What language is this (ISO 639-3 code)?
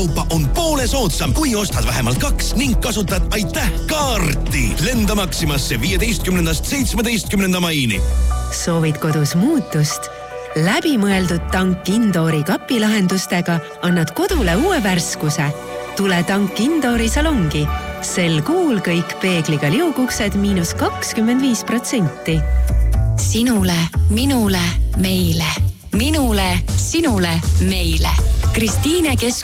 est